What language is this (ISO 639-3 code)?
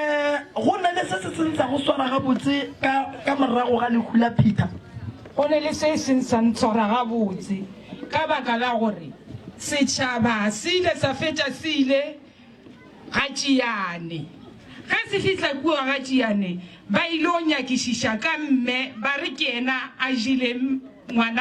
nso